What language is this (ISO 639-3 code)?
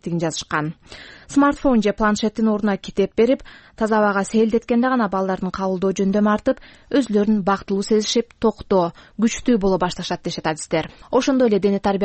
kir